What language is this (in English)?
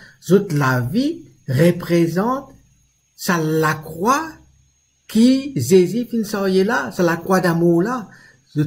Morisyen